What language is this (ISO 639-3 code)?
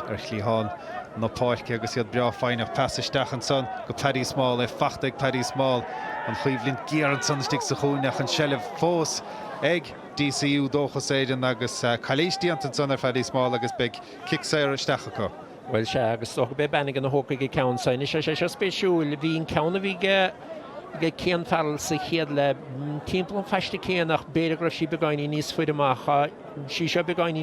gle